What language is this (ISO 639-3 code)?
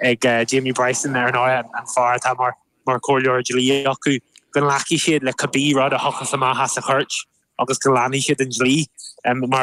gle